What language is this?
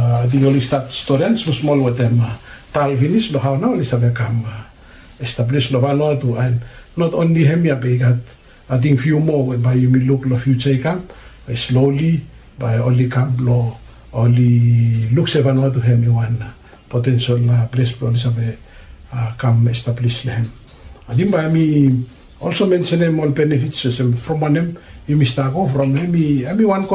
Bislama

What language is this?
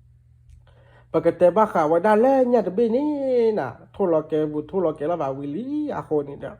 S'gaw Karen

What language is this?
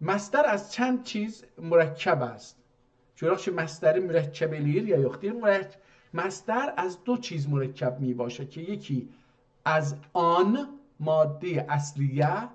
South Azerbaijani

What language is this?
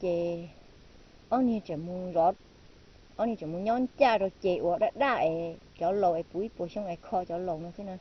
Hmong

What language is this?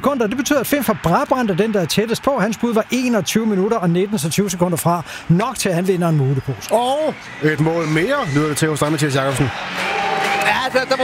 Danish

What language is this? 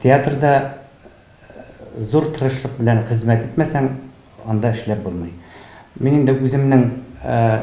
Tatar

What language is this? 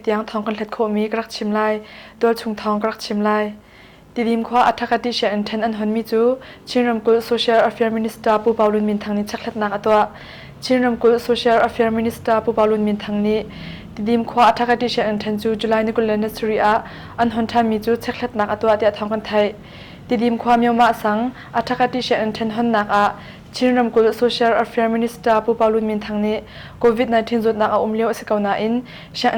Hakha Chin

